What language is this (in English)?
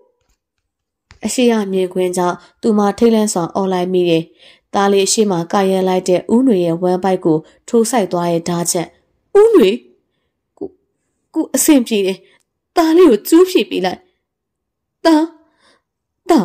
Burmese